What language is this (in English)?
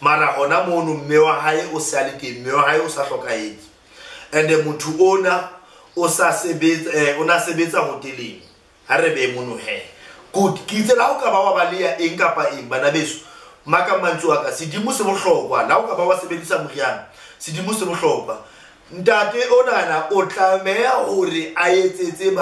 Southern Sotho